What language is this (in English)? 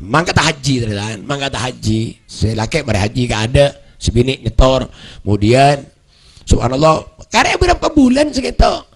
Madurese